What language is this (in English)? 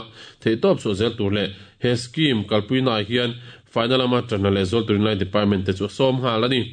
Mizo